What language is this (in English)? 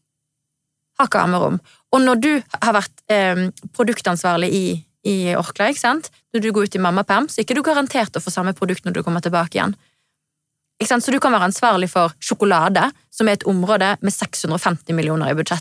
Norwegian